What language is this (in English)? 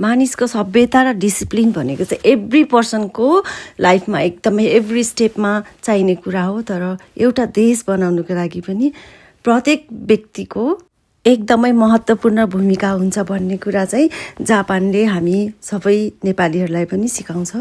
Nepali